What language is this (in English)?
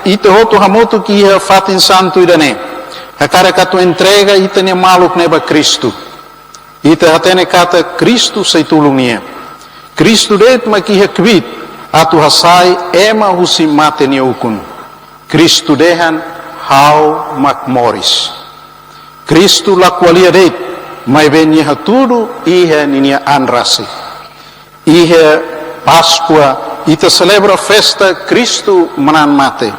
Tetum